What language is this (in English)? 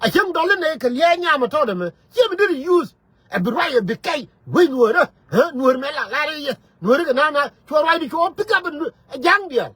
Nuer